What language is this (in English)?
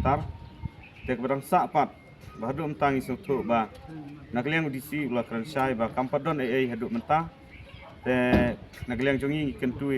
Khasi